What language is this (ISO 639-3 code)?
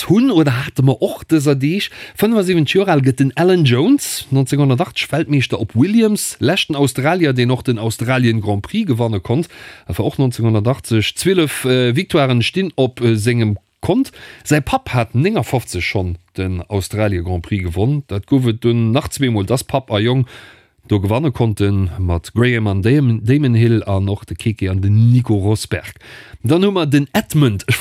ltz